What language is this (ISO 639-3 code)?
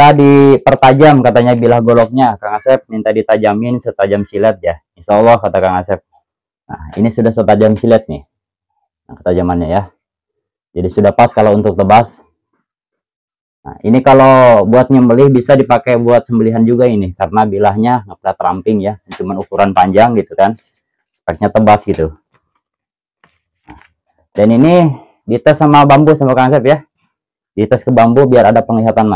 ind